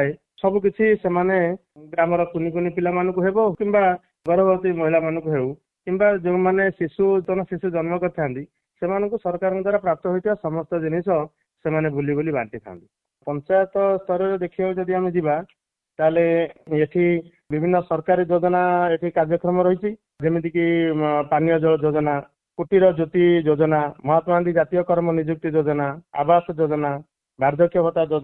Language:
Odia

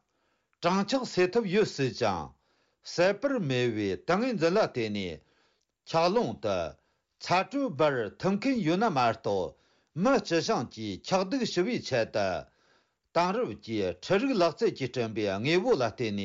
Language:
Tibetan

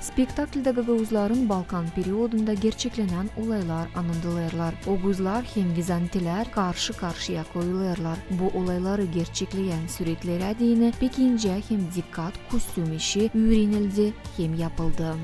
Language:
Gagauz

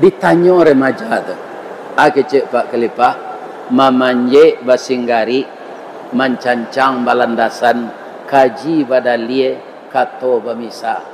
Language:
Minangkabau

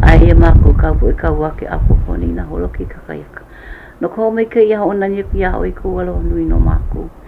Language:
Hawaiian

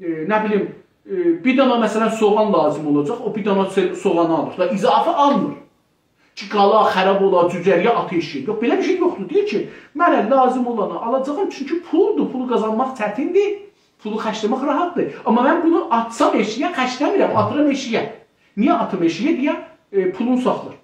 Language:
South Azerbaijani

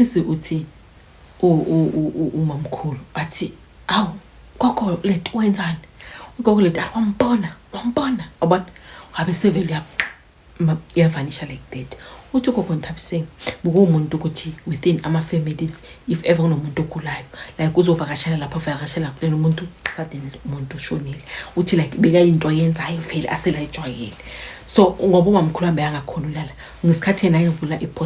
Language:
Zulu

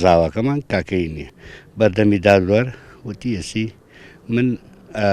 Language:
Central Kurdish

